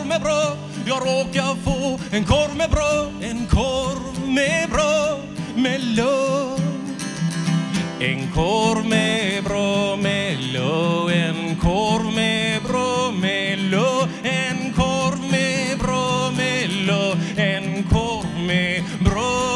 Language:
Swedish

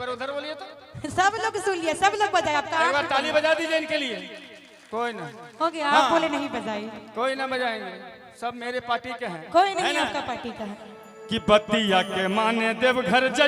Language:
Magahi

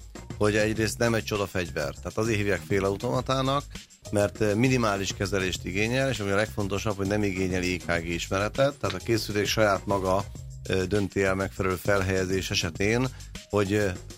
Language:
Hungarian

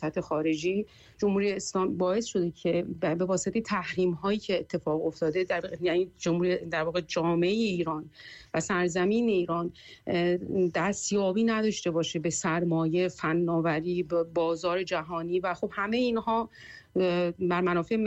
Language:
Persian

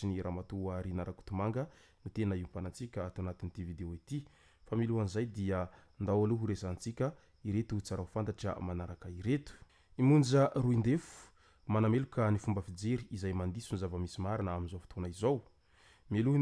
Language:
Malagasy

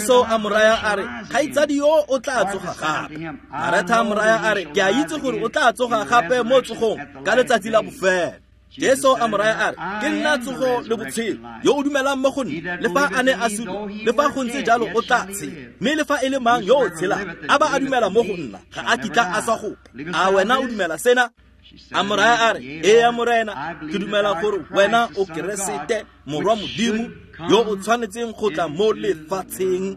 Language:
Tswana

